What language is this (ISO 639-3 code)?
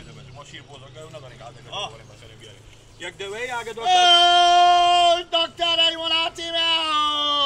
haz